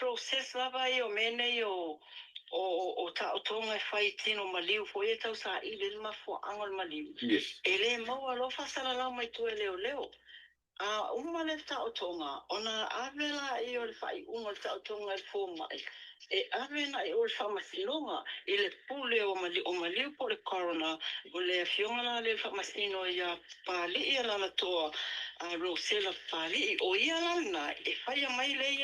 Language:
Samoan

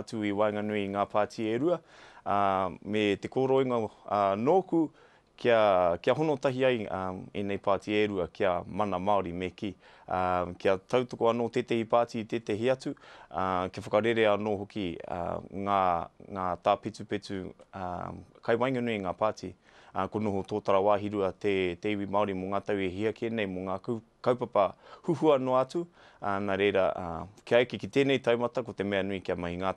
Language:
Māori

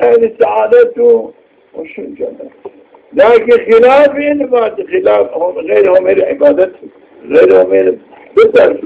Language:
Zaza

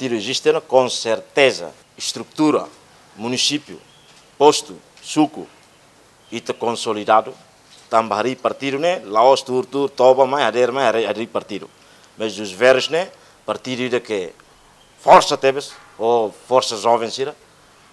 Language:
Tetum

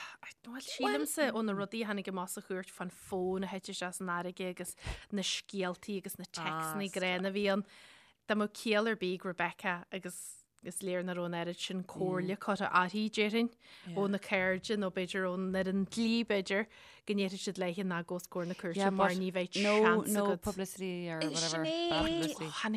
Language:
Irish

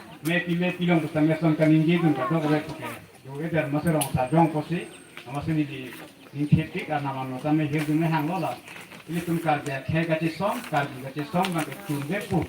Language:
Karbi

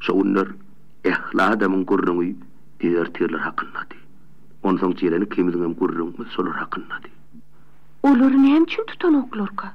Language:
Turkmen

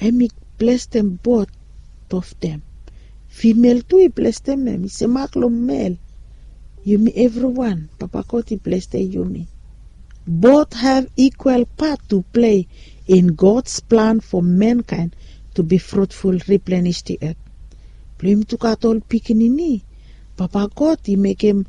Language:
Bislama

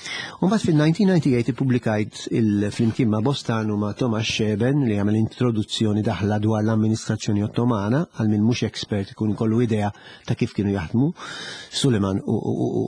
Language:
Maltese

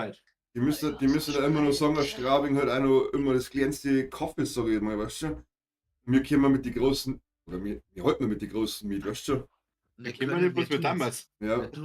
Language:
Bavarian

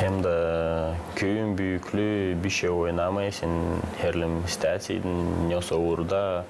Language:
Gagauz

